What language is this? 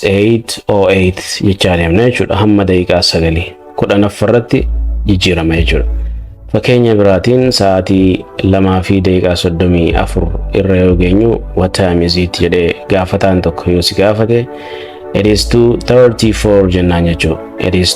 Oromo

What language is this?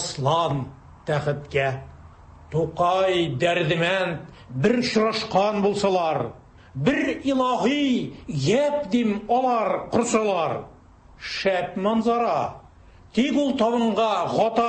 Tatar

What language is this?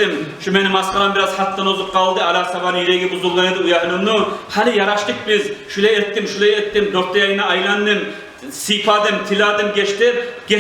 Kumyk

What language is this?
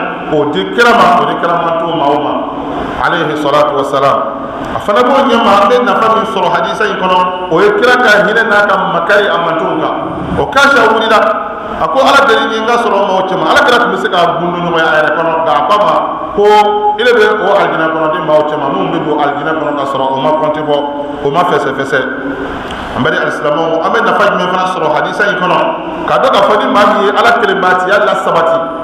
Bambara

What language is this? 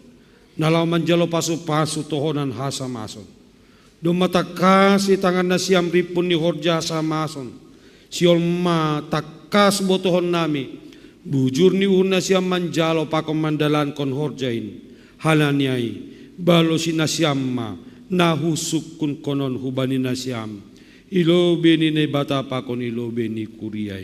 Batak Simalungun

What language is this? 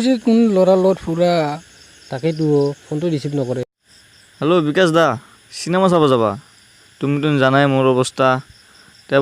Assamese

